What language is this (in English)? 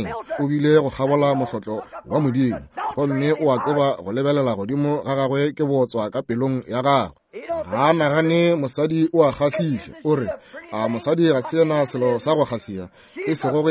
Northern Sotho